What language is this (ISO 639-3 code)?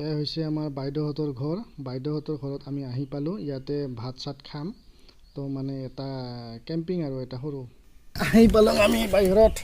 asm